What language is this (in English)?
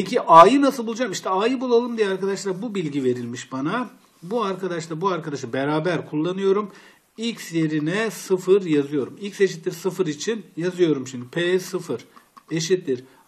Turkish